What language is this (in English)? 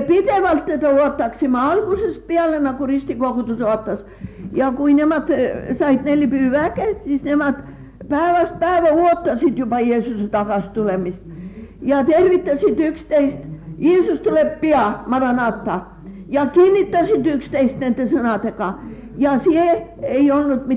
Estonian